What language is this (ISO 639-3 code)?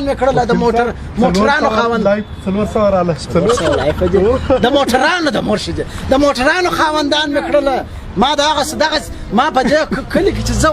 pus